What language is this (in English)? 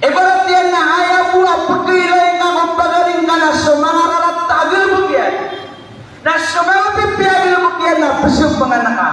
Maranao